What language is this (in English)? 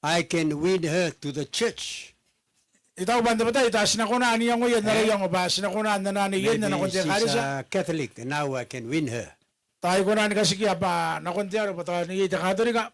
Gilbertese